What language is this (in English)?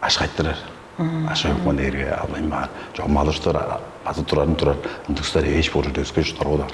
Tuvinian